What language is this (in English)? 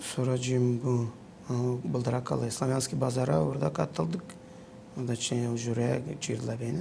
Gagauz